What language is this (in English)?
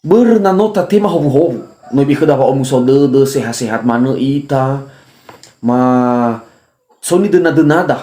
Nias